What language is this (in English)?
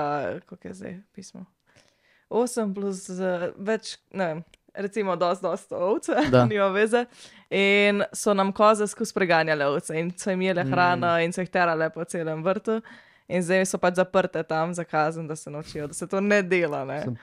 Slovenian